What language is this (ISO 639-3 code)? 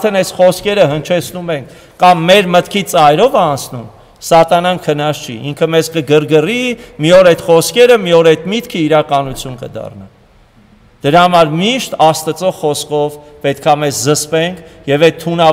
hye